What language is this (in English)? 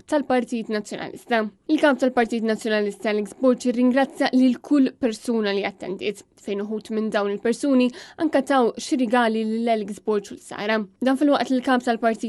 Maltese